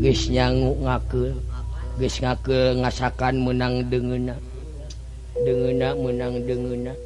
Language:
Sundanese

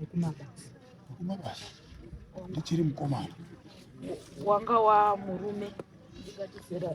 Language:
Shona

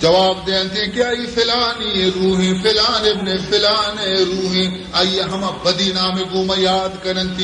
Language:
Baluchi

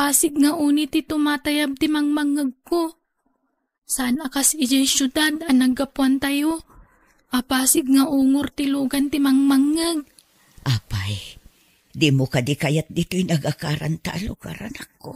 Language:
Iloko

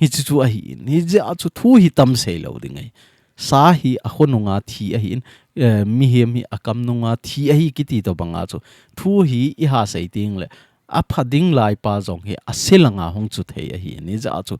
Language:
Thado Chin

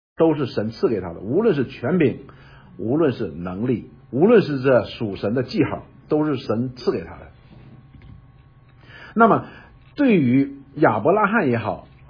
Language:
Chinese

